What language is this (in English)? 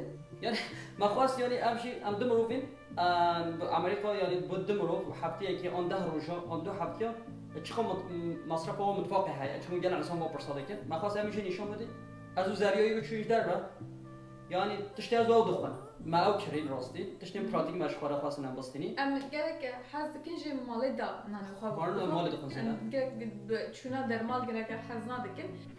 Kurdish